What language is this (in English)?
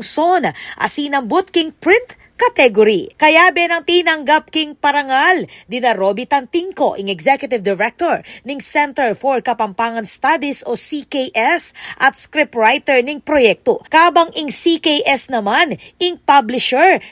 Pampanga